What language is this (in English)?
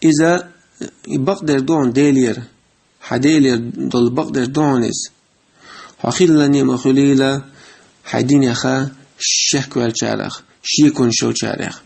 Chechen